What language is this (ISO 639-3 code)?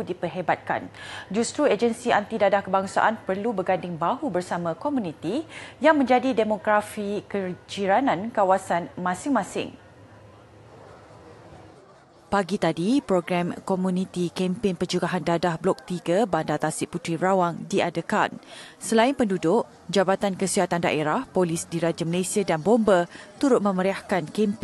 msa